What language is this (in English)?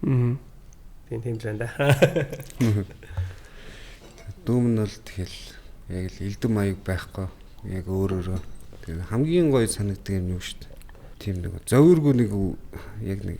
Mongolian